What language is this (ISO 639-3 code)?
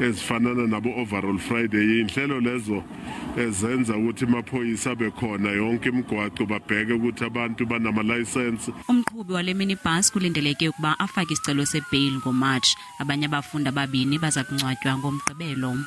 zul